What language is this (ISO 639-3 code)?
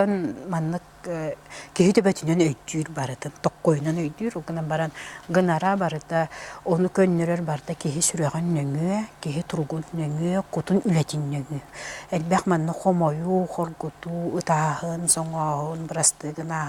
sah